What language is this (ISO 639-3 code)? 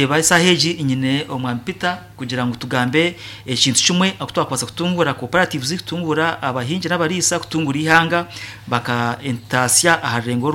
nyn